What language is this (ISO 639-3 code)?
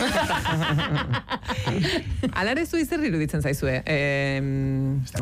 eus